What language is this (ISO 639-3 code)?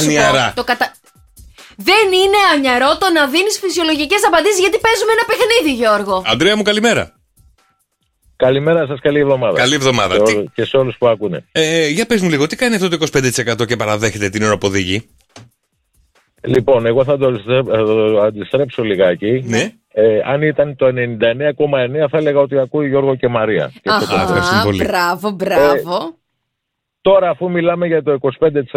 ell